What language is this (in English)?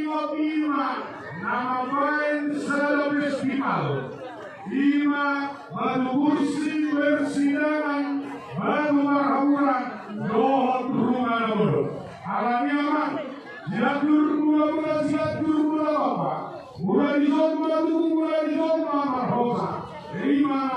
Batak Toba